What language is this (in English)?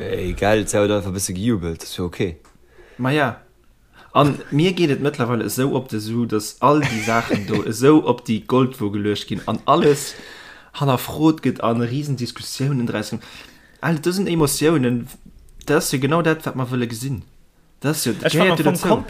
Luxembourgish